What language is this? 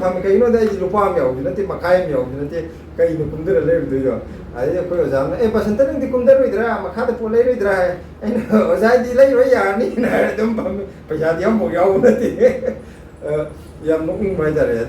Manipuri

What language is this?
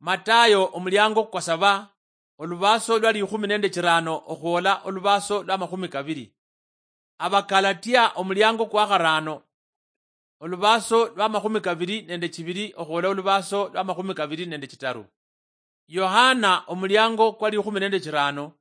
Luyia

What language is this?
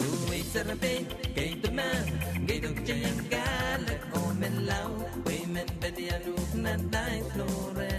Pohnpeian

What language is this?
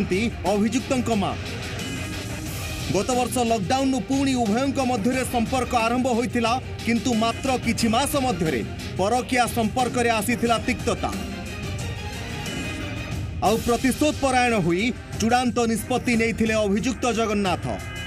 Odia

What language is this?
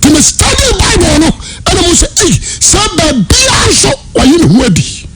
Akan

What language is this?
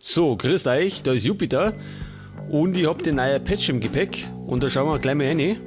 Bavarian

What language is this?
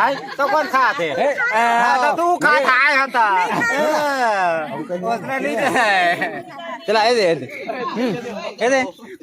Chhattisgarhi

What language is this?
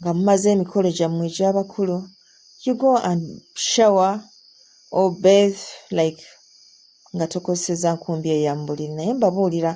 Ganda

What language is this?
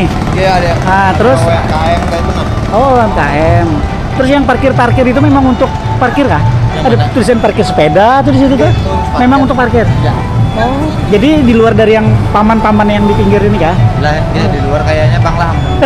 Banjar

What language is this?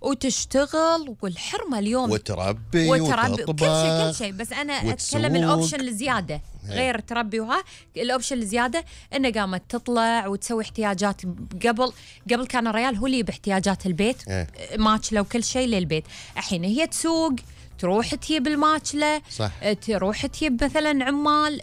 Gulf Arabic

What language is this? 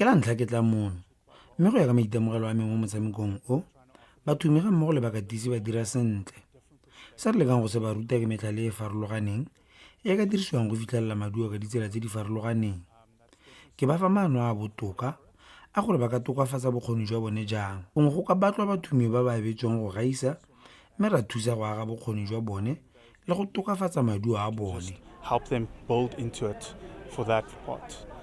Tswana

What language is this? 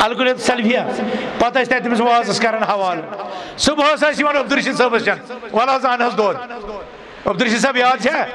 Kashmiri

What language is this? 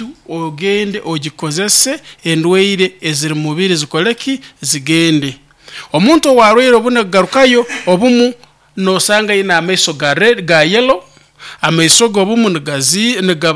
Nyoro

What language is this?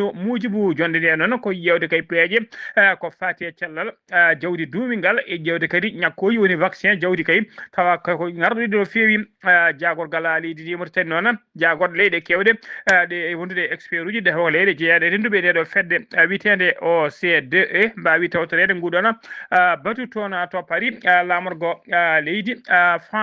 Fula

